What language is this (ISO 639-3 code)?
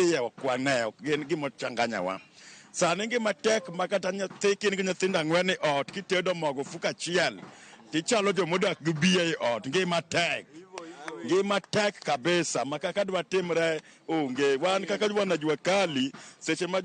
luo